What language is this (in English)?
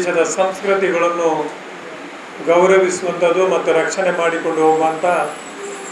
Kannada